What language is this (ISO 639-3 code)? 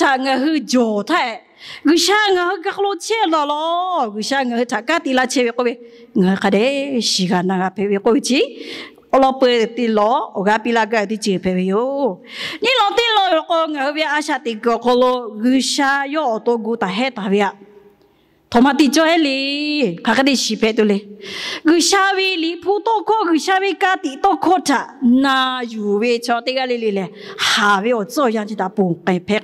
lhu